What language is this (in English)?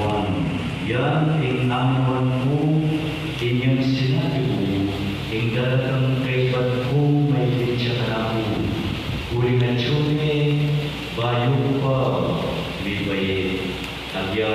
Pampanga